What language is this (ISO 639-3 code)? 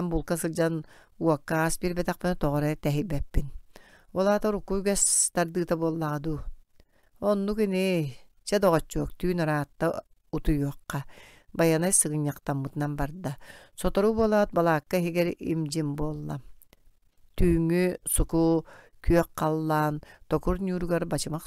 sah